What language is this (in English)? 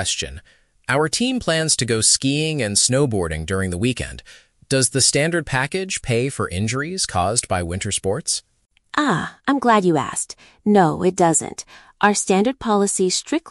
English